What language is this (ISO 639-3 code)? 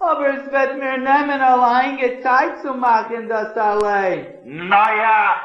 yid